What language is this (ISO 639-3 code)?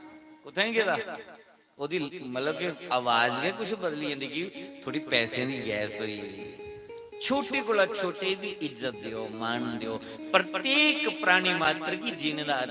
doi